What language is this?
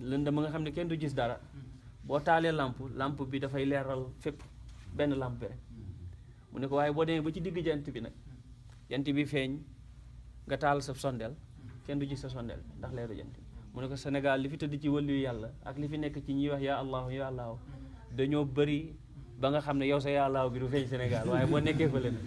Wolof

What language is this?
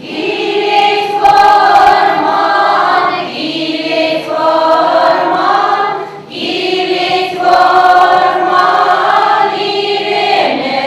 Chuvash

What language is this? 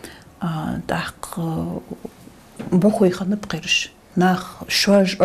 Ingush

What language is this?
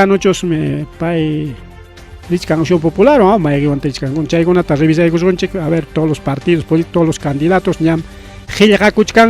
Ayacucho Quechua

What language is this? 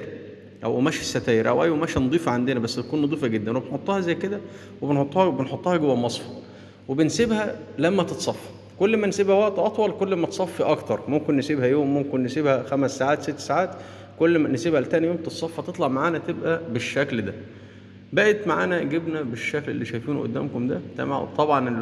Egyptian Arabic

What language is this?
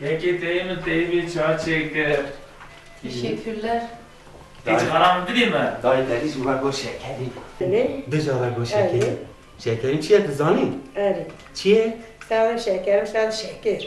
Kurdish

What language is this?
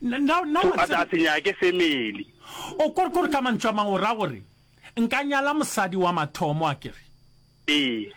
Northern Sotho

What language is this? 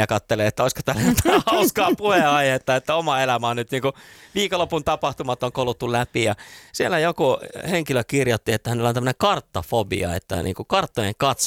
Finnish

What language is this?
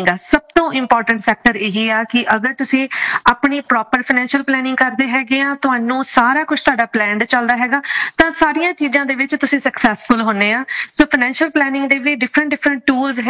Punjabi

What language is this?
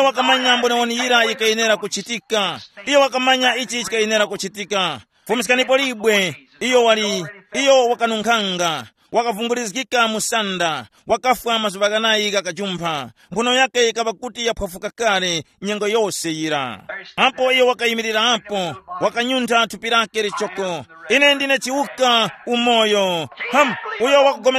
Tumbuka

